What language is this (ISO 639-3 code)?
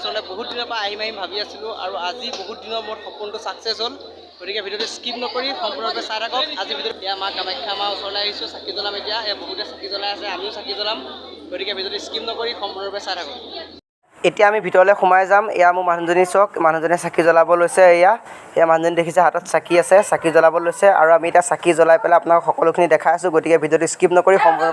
asm